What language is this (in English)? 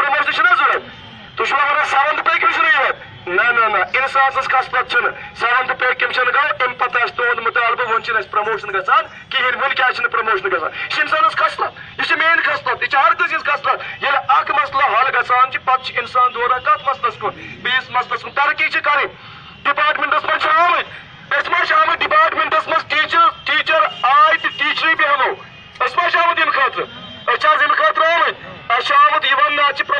Kashmiri